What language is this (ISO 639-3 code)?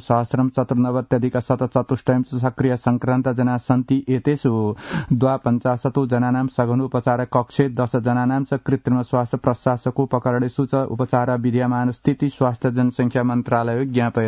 san